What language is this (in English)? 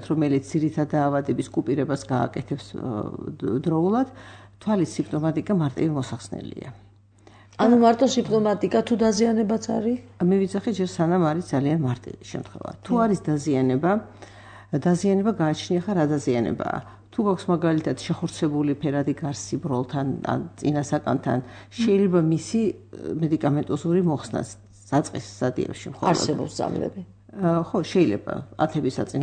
Georgian